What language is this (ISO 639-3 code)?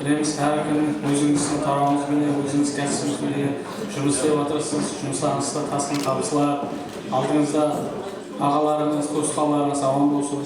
kaa